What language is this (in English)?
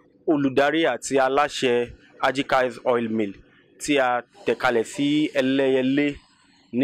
Yoruba